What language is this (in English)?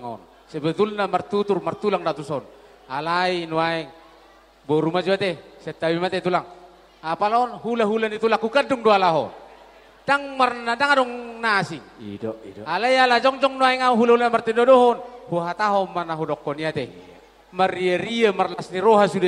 Batak Toba